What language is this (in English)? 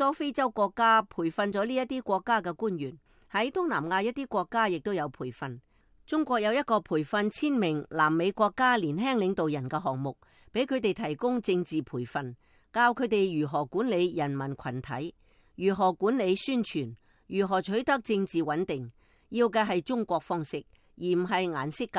Cantonese